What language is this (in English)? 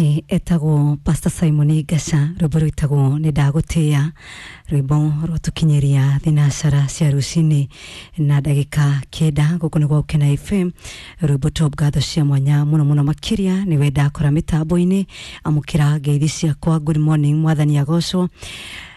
Kikuyu